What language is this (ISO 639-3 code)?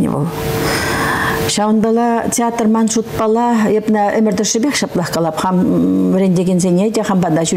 chv